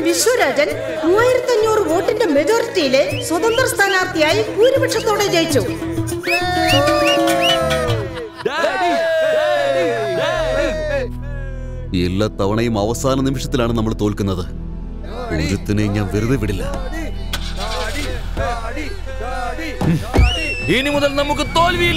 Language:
Malayalam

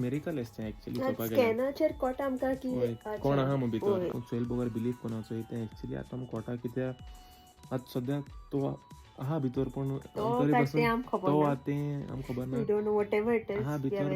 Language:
Konkani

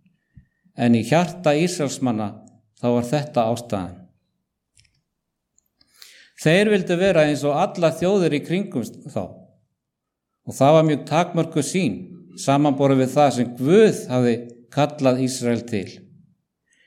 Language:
Icelandic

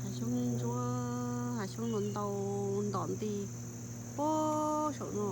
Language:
Hmong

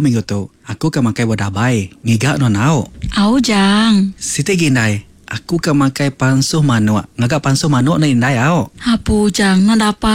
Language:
Iban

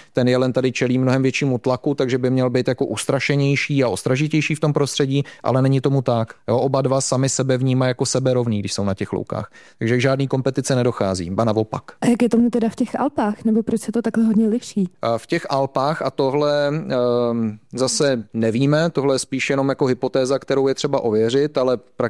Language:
Czech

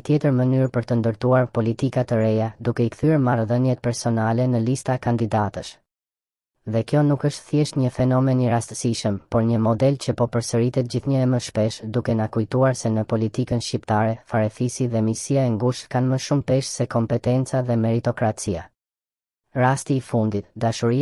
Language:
Albanian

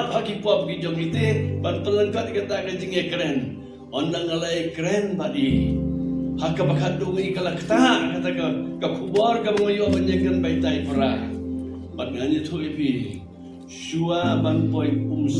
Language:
Khasi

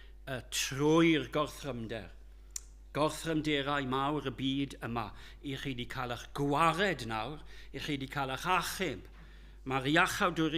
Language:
Welsh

